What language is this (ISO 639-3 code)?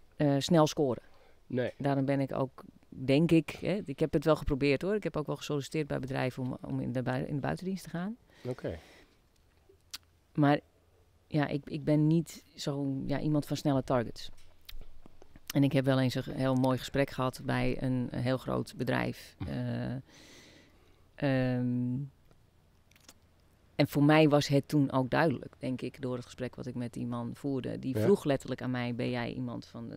nld